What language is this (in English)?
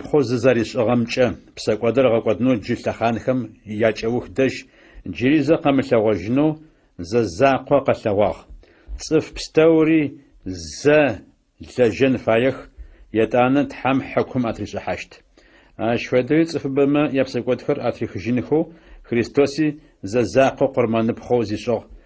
Adyghe